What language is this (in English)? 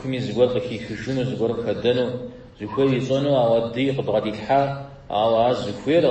Kabardian